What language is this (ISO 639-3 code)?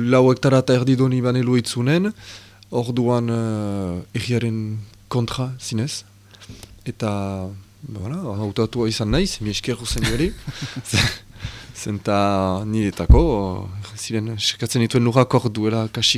eus